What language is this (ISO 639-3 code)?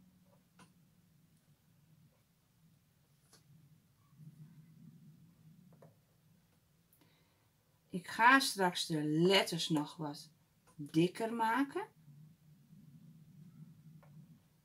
nld